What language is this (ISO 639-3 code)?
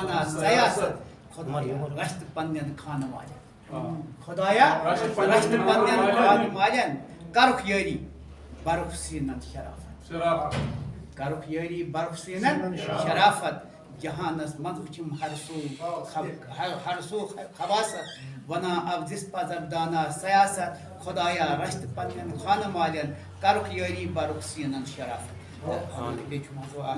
kas